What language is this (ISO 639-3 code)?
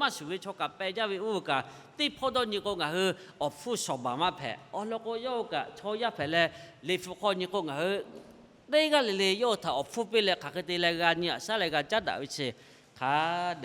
lhu